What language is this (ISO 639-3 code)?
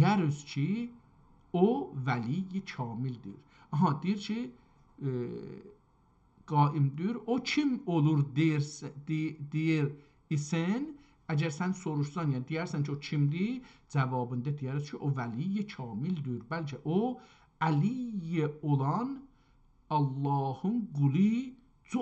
azb